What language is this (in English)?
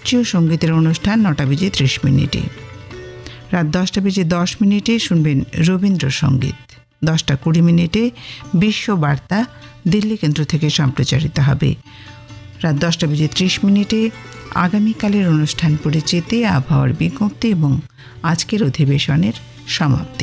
Bangla